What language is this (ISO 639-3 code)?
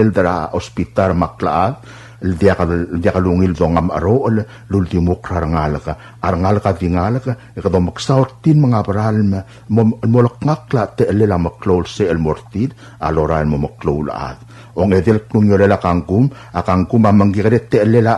pau